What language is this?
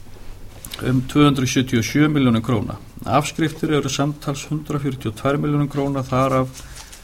Icelandic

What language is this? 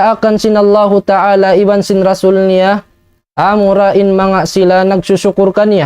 Tausug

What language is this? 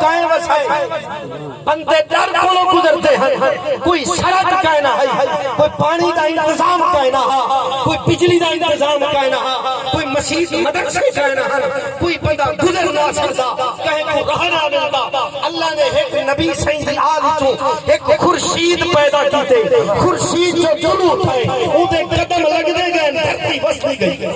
Saraiki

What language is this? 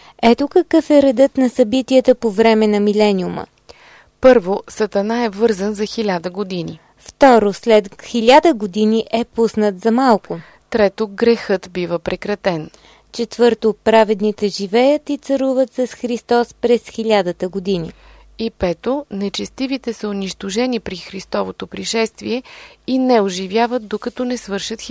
Bulgarian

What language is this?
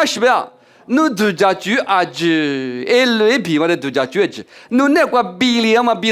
Lisu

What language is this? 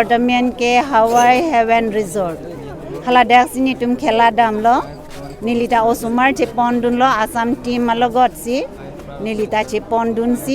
Karbi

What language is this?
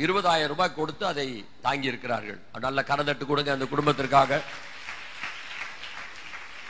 Tamil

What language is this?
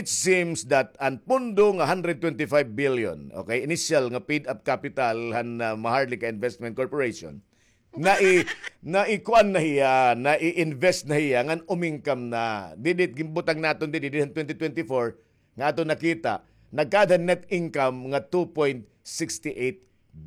Waray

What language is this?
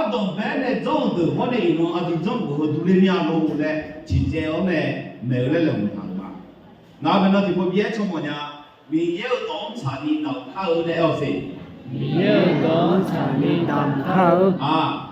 Akha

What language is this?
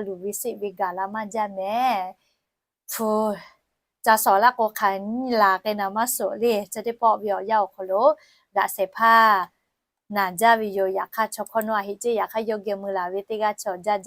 Lahu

